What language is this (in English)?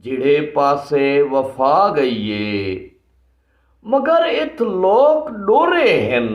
Saraiki